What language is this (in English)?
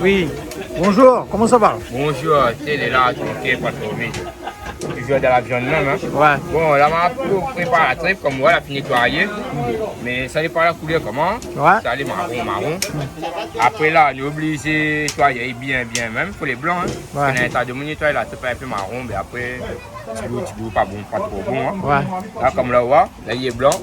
Réunion Creole French